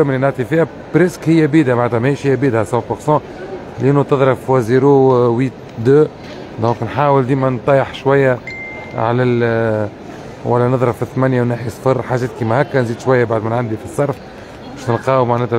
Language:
Tunisian Arabic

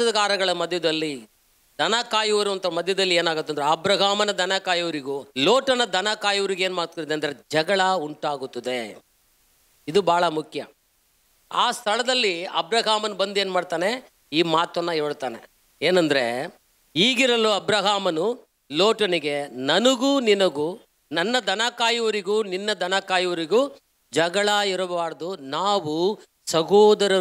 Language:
Kannada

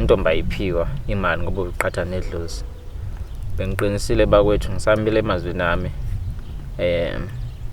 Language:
Zulu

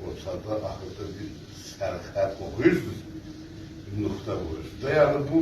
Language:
South Azerbaijani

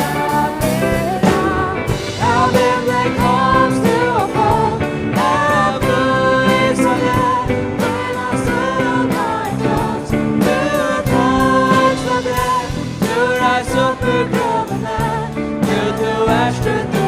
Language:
Faroese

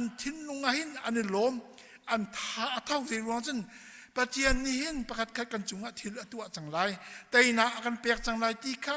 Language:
Hakha Chin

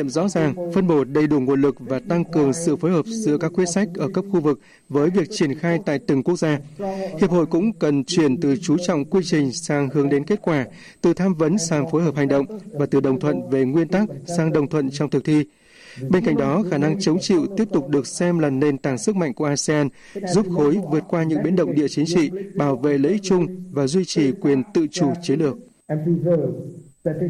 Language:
Vietnamese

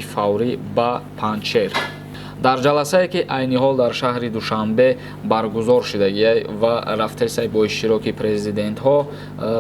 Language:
Tajik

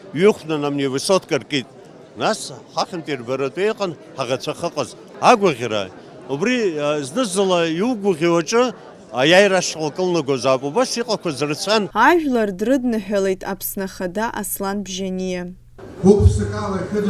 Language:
Abkhazian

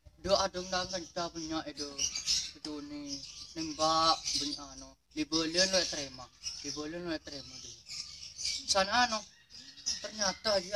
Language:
Madurese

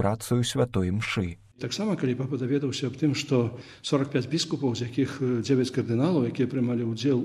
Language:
Belarusian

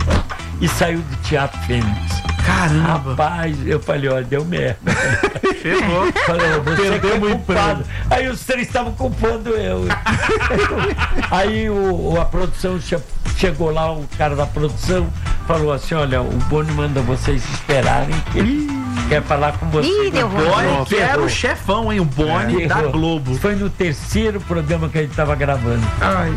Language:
Portuguese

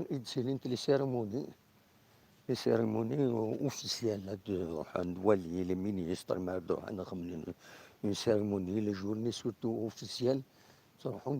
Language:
Kabyle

